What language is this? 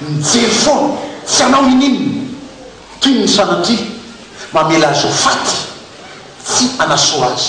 Malagasy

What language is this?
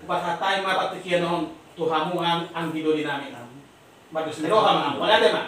Batak Toba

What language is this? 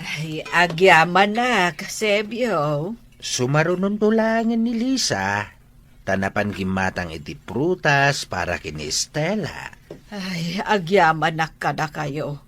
Iloko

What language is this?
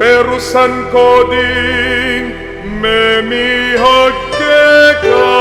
Pampanga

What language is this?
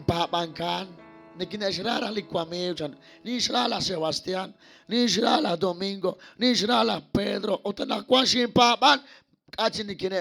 Kekchí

